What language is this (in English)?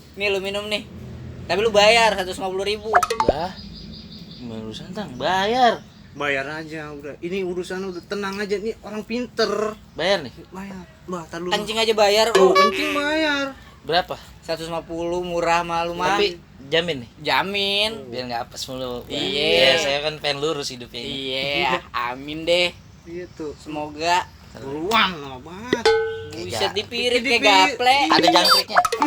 Betawi